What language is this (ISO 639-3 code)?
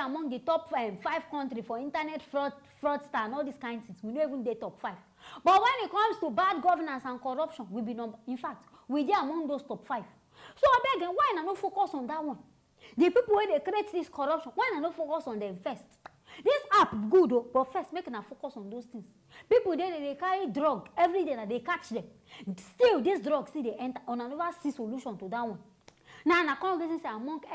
pcm